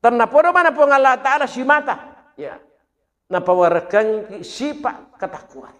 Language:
Buginese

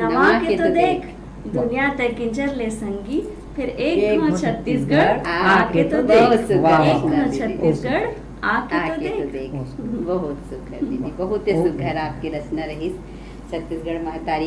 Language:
Chhattisgarhi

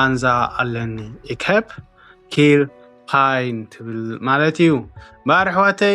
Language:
Tigrinya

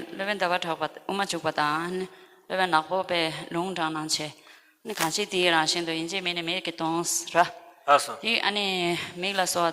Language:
Tibetan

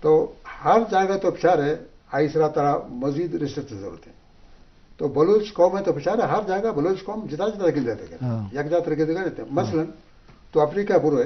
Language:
Eastern Balochi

